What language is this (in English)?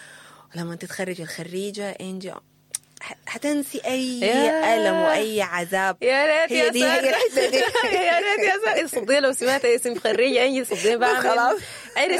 Sudanese Arabic